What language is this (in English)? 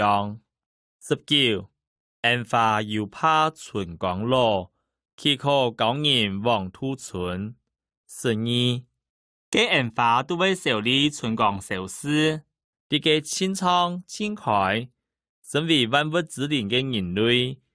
Hakka Chinese